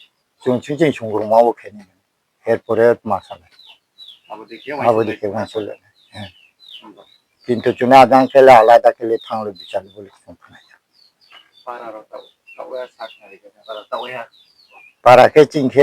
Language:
Riang (India)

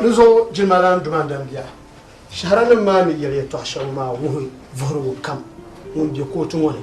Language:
Dagbani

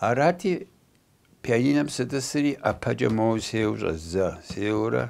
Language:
Kabardian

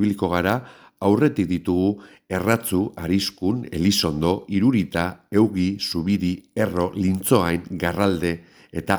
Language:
Basque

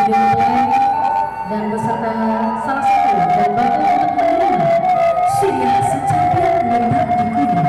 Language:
Minangkabau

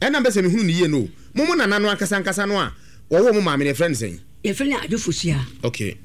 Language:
Akan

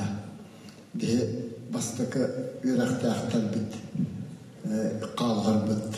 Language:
Yakut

